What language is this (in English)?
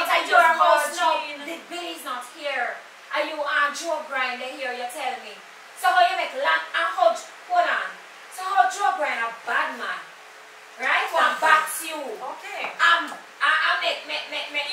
Jamaican Creole English